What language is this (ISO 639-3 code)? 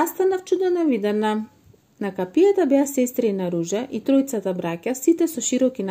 mkd